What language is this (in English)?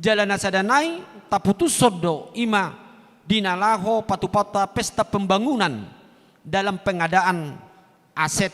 Batak Toba